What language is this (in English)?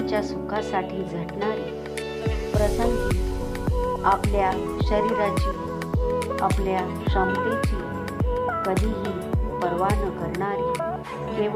Marathi